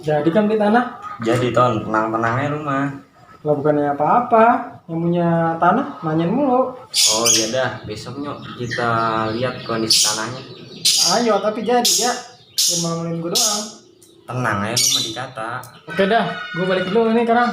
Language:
Betawi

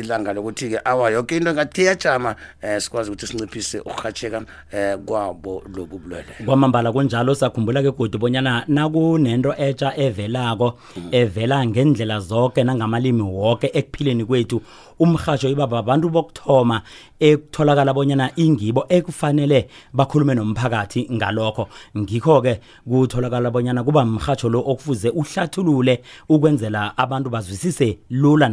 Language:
South Ndebele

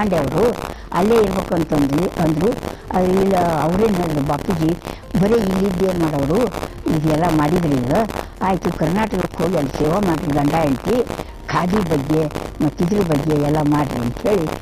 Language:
Kannada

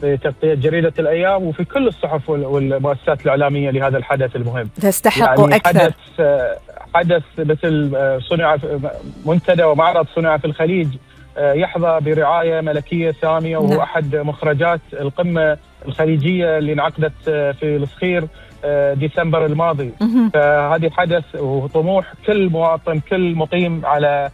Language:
Gulf Arabic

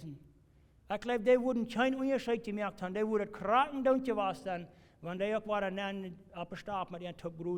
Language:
Plautdietsch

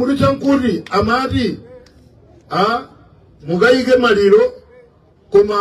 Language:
Nyanja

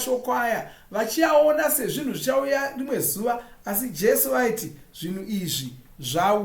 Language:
Shona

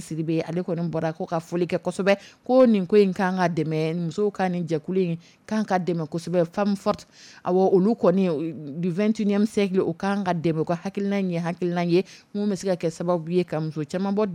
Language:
Dyula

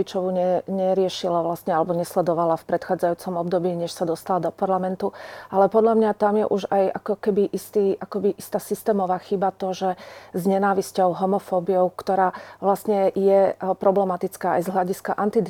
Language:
Slovak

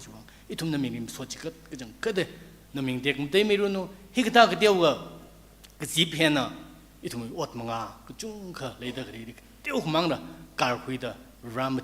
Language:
Tangkhul Naga (India)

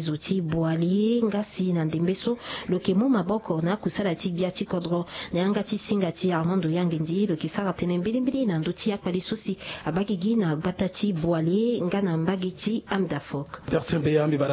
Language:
Sango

